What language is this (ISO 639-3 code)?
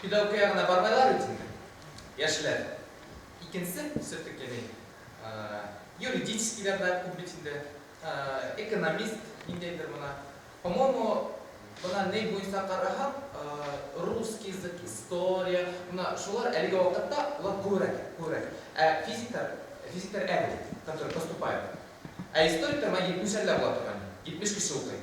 bak